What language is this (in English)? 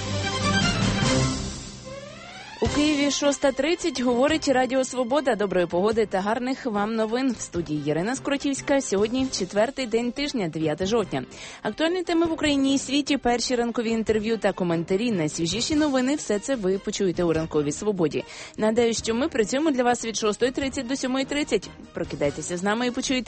Ukrainian